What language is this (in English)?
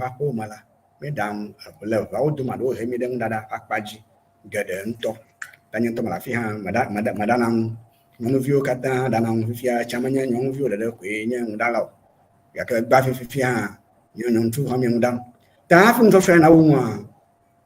Ewe